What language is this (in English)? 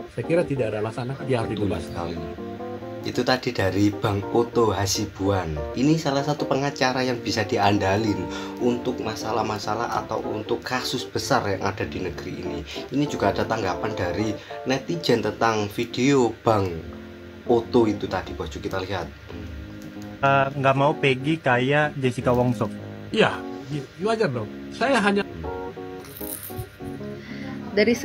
Indonesian